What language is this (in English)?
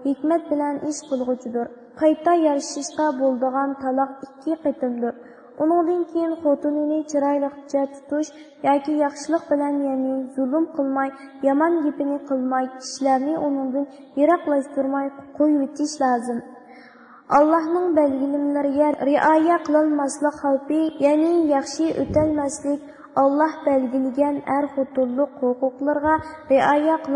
Uyghur